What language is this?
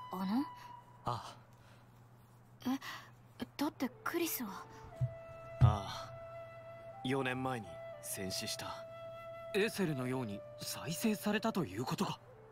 Japanese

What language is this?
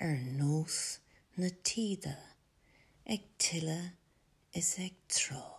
Irish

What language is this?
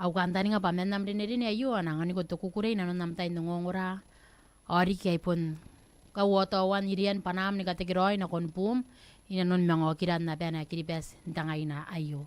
Gilbertese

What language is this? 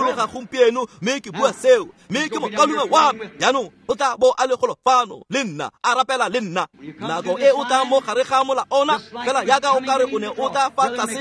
Tswana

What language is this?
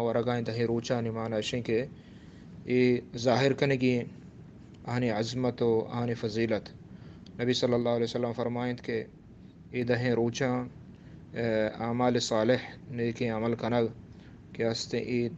Baluchi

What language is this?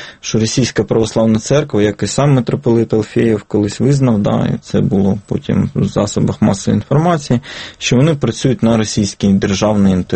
Ukrainian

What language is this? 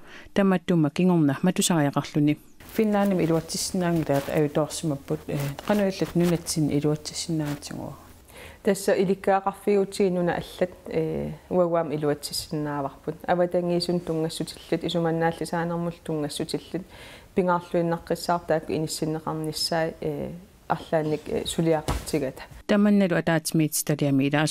Kalaallisut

